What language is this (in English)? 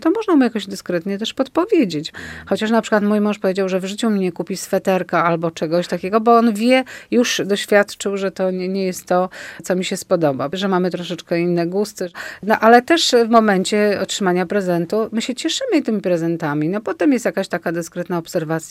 Polish